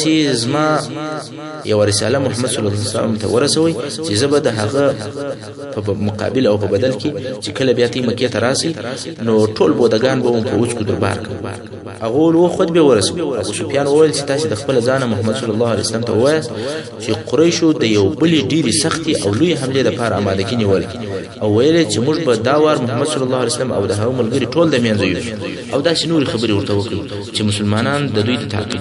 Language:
Pashto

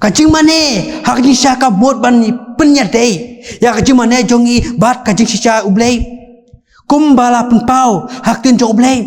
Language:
Khasi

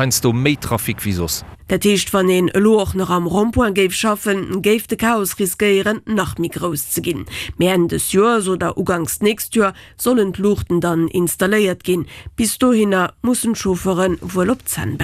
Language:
Luxembourgish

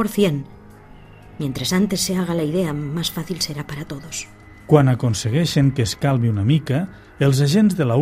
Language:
Catalan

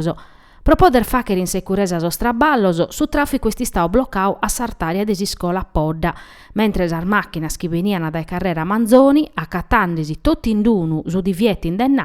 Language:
Sardinian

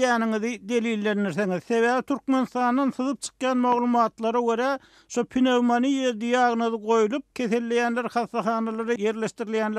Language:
Turkmen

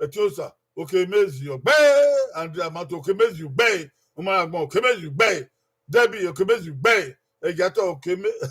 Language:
Bini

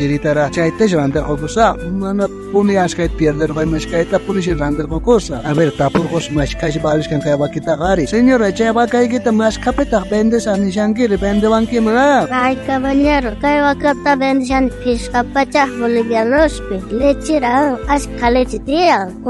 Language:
South Bolivian Quechua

